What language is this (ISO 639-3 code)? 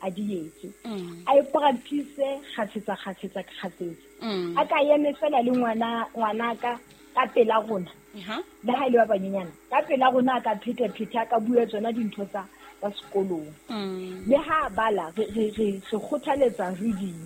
sot